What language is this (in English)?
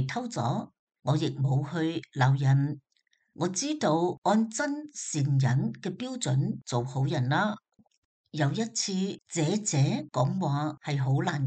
Cantonese